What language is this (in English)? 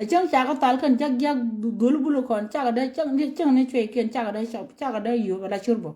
Nuer